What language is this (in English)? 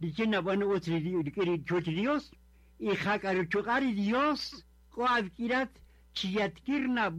Kaqchikel